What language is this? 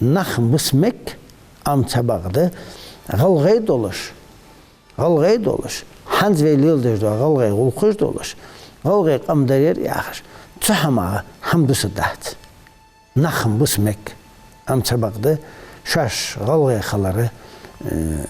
Ingush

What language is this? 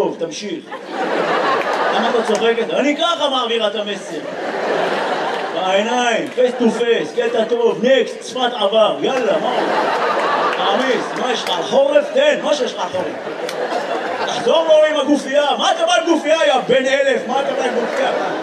Hebrew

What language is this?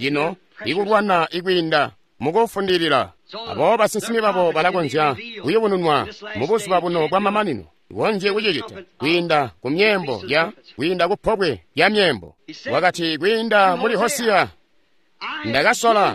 Tonga (Zambia)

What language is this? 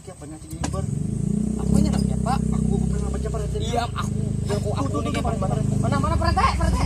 Banjar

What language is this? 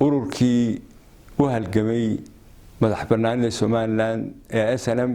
Somali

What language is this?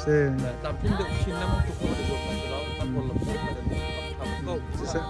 Hakha Chin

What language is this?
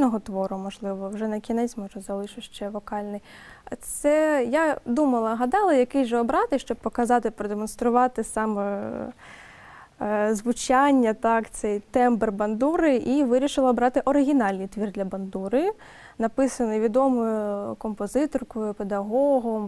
Ukrainian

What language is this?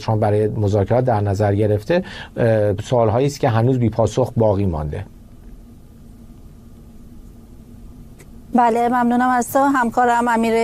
Persian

